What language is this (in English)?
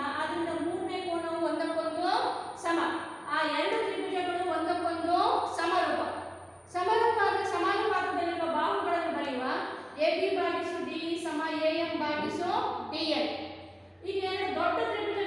Kannada